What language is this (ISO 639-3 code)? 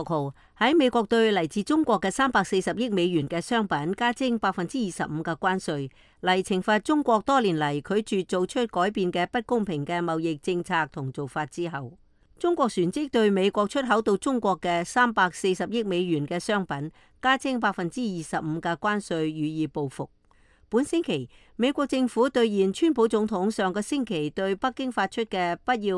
yue